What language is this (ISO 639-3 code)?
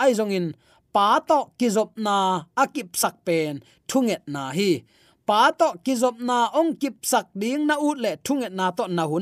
ctd